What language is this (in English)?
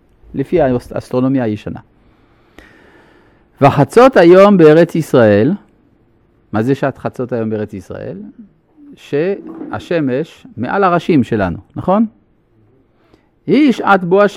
Hebrew